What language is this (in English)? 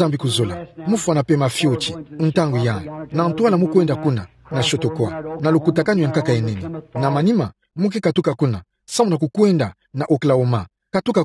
Kituba (Democratic Republic of Congo)